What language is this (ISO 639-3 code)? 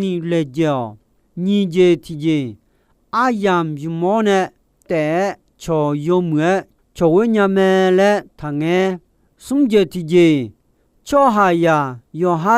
ahk